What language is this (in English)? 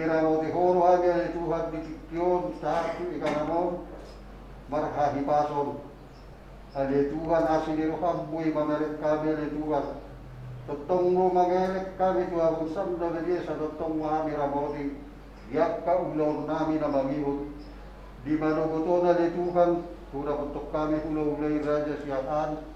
Batak Toba